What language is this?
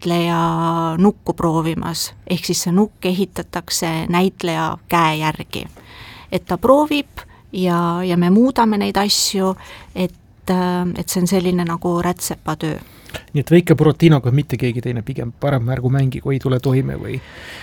Estonian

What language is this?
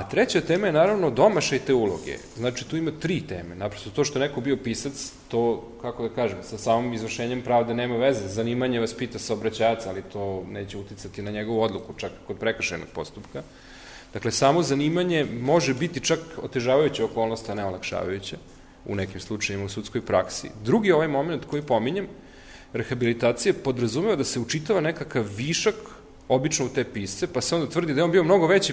Serbian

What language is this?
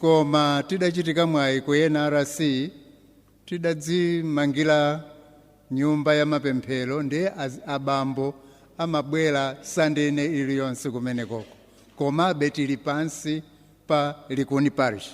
Nyanja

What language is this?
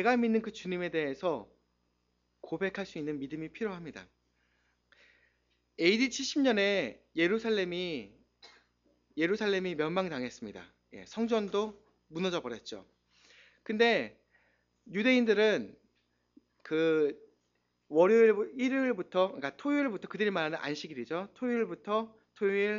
Korean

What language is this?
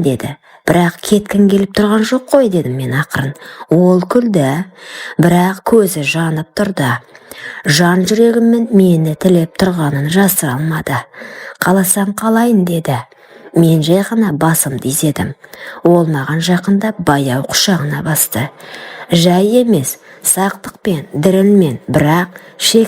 Kazakh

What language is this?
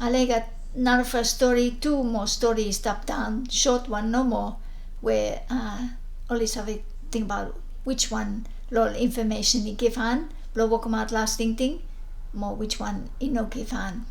Bislama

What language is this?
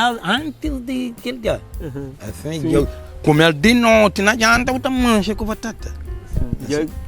Kabuverdianu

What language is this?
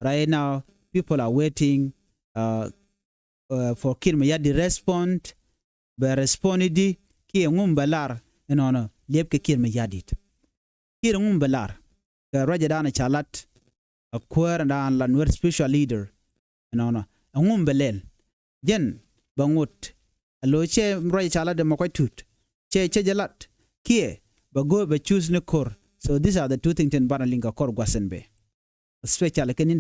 Nuer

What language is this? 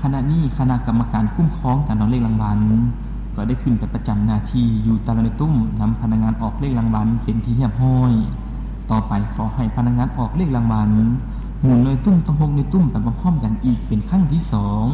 Lao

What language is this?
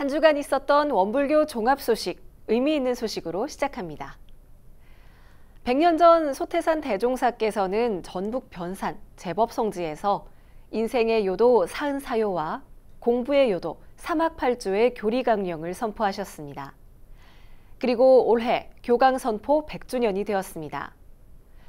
Korean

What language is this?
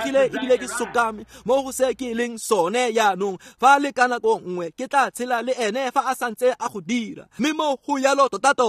Tswana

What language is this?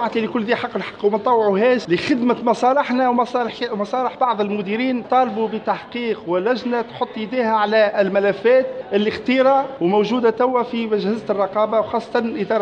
Tunisian Arabic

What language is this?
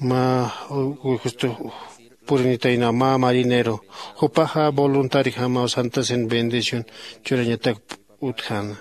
Aymara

